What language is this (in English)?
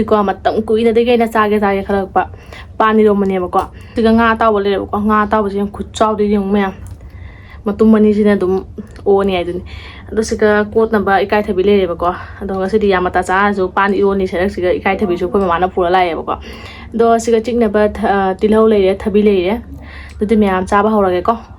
Manipuri